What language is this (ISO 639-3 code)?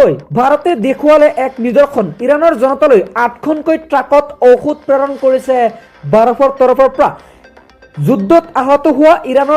asm